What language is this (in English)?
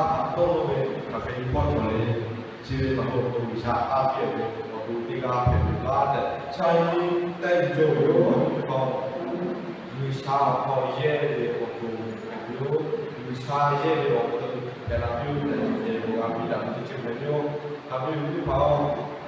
Lahu